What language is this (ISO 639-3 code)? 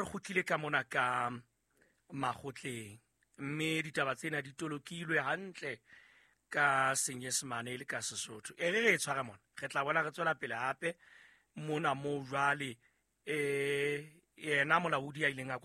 sot